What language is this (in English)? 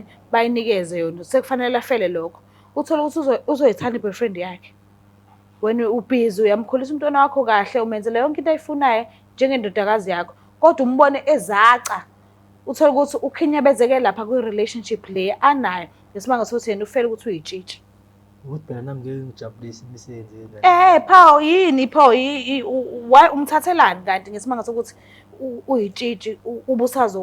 Zulu